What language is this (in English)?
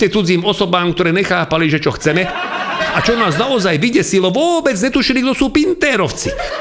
Slovak